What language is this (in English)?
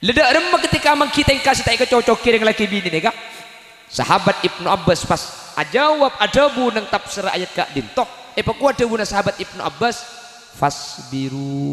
Madurese